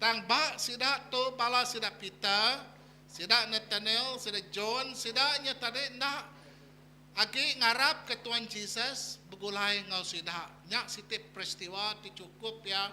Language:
Iban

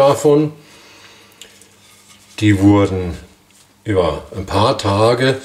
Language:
German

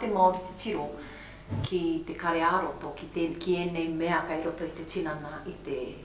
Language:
Māori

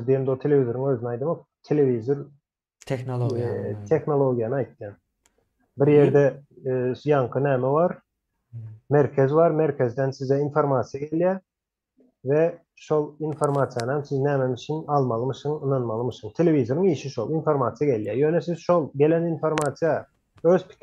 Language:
Turkmen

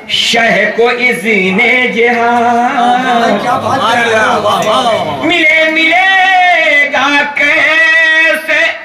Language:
Urdu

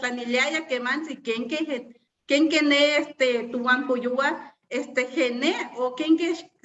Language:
Eastern Huasteca Nahuatl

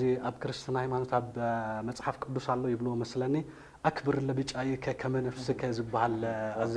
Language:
Tigrinya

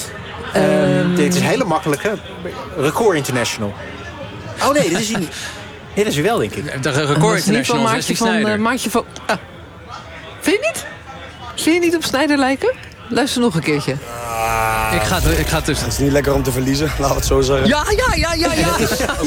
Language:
Dutch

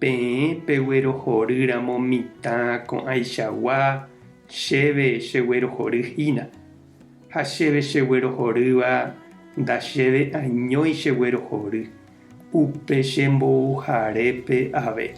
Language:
Guarani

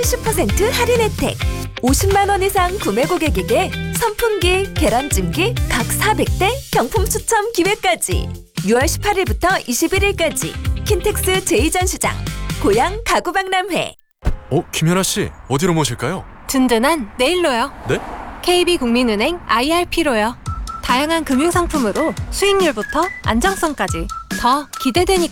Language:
Korean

